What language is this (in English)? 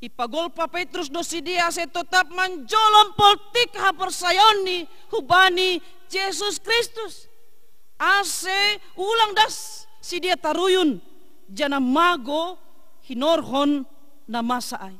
Batak Simalungun